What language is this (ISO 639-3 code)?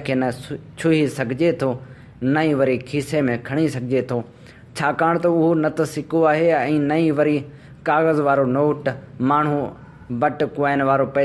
snd